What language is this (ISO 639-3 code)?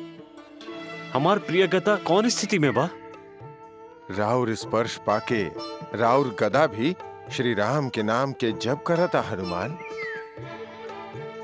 bho